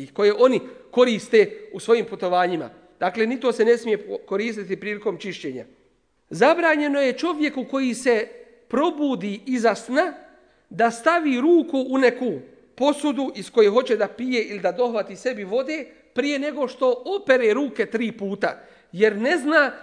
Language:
Bosnian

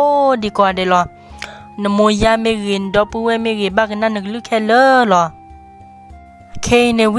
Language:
S'gaw Karen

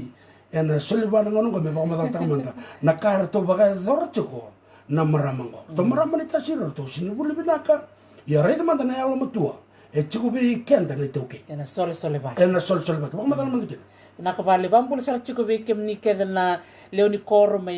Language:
Fijian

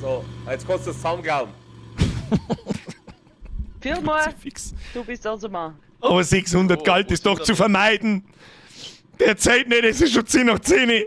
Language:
Bavarian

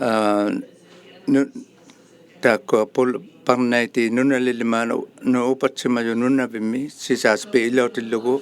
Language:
Inuktitut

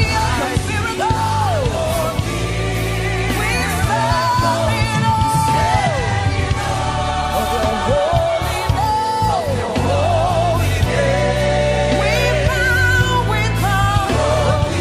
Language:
English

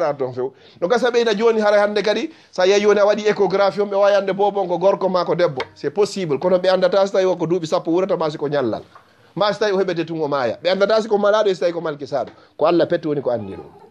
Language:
Fula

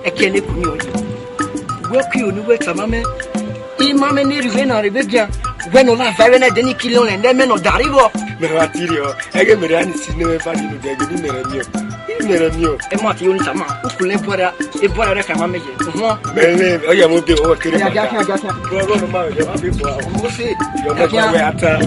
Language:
Esan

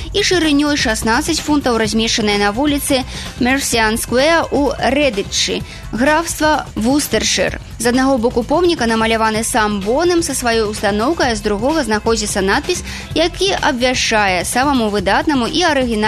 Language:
Belarusian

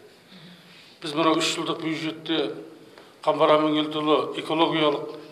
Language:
Kazakh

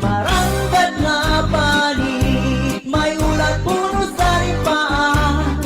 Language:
Waray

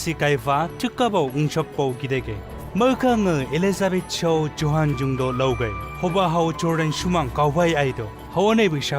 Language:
Chang Naga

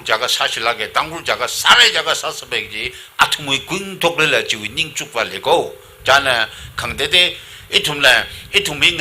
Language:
Tangkhul Naga (India)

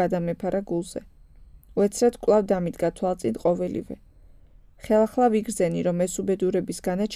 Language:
Georgian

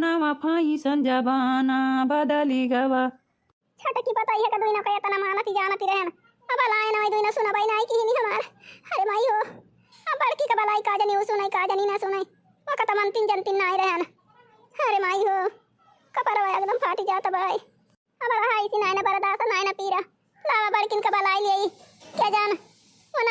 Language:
Awadhi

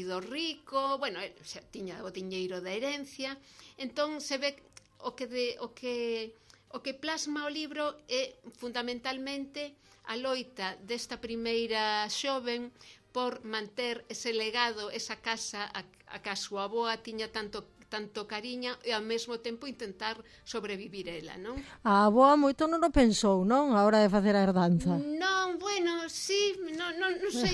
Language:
Galician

